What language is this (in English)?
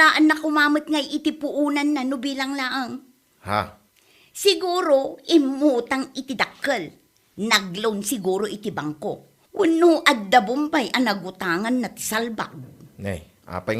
Iloko